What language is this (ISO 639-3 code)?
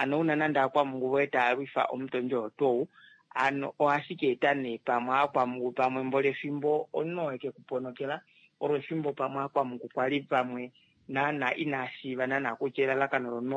kua